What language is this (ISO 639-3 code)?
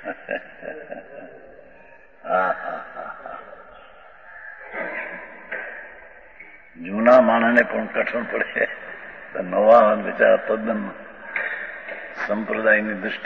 guj